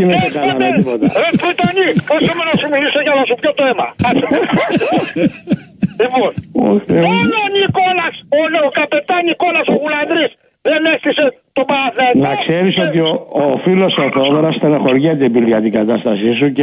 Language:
Greek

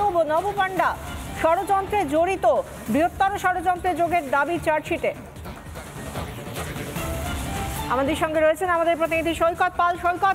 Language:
Bangla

